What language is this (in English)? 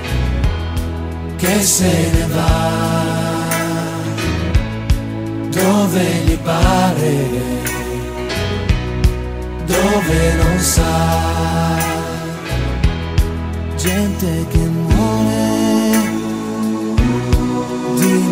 Italian